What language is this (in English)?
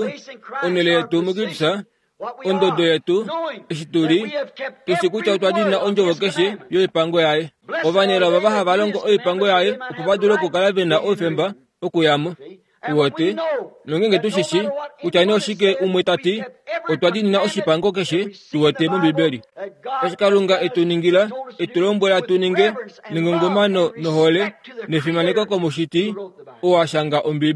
Kuanyama